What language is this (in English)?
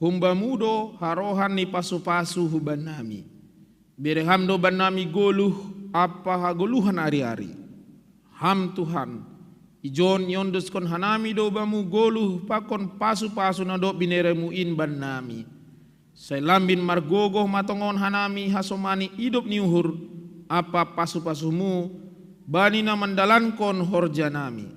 Batak Simalungun